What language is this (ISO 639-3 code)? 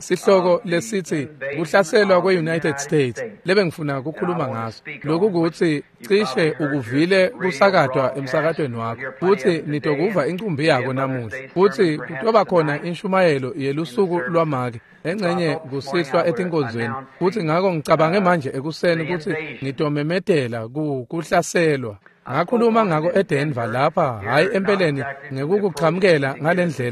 ssw